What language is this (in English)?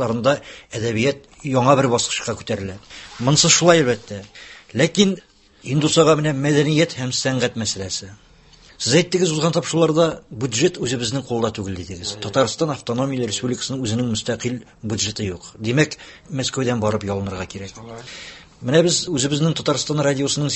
Tatar